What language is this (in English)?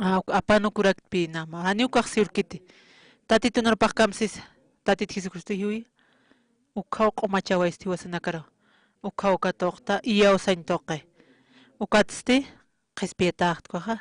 Aymara